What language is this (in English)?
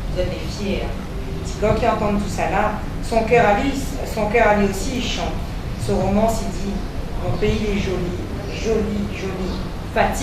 Réunion Creole French